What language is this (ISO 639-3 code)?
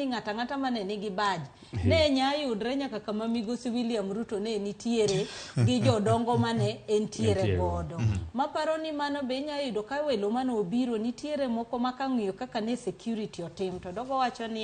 luo